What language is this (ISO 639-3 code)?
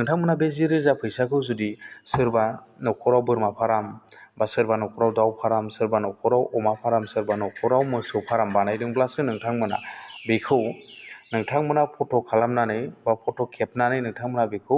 brx